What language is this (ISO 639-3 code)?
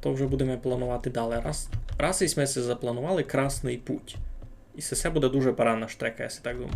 rue